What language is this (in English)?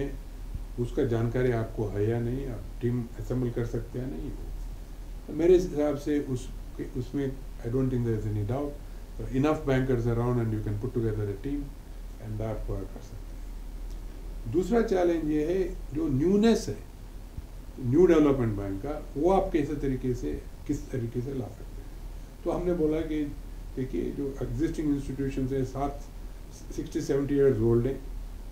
Hindi